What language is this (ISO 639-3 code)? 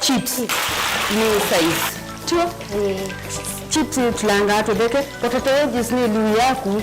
kam